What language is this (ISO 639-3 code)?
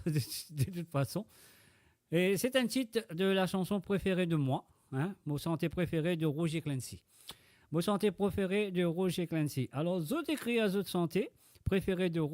mfe